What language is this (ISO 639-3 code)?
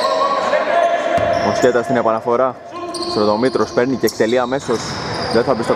ell